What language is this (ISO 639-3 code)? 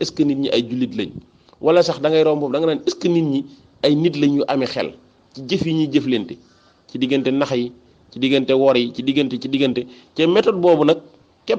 wol